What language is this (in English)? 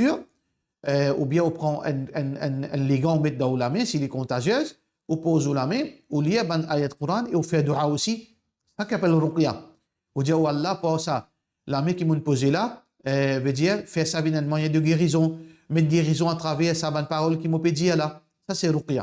Morisyen